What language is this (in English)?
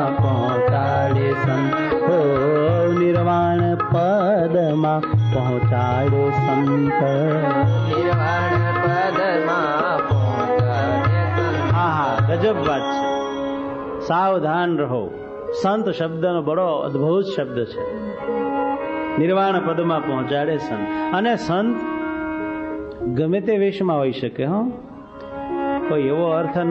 Gujarati